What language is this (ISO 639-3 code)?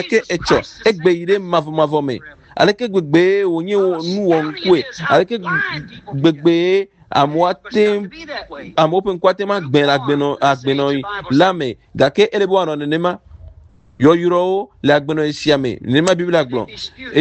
ewe